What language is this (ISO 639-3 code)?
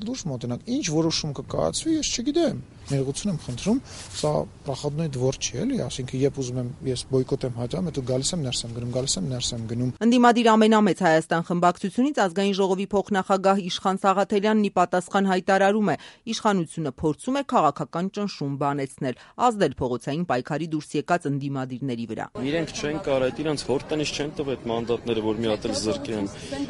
hye